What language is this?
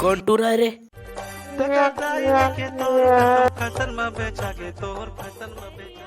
Chhattisgarhi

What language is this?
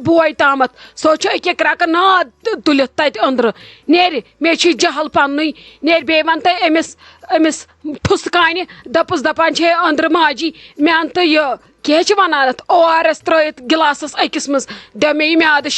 Kashmiri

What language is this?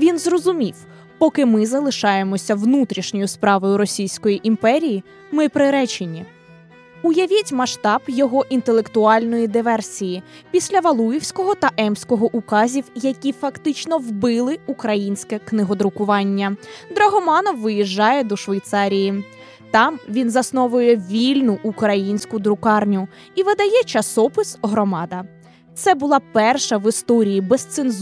Ukrainian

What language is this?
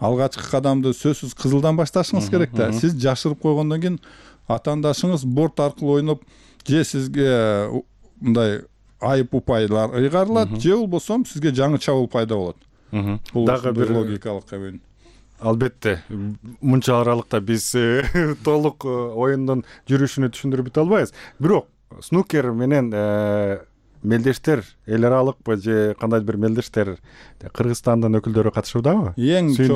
Kyrgyz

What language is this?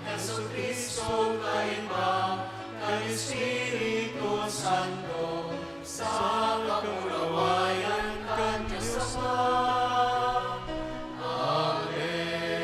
Bikol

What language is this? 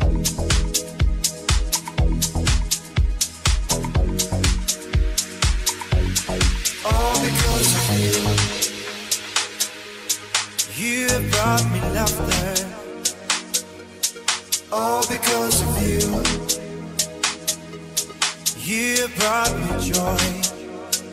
English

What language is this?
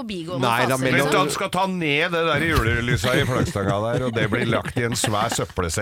Norwegian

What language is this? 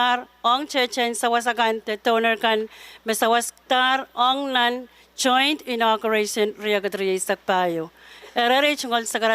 Pohnpeian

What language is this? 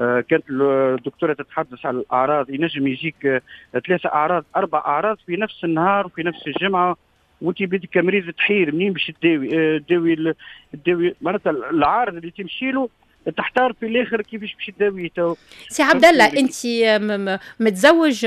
Tunisian Arabic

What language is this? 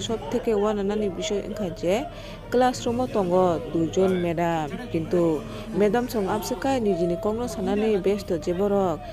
Kok Borok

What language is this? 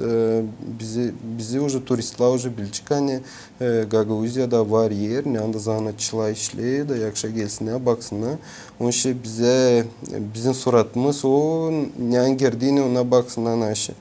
Gagauz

